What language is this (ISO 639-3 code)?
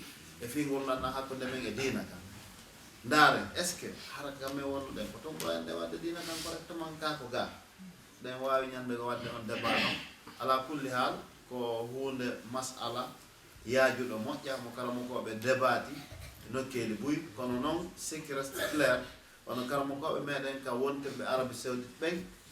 ful